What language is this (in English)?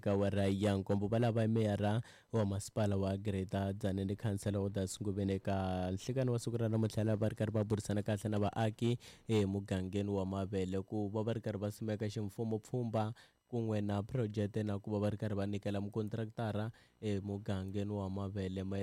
Tsonga